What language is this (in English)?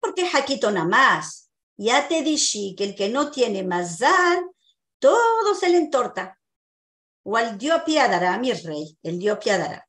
Ladino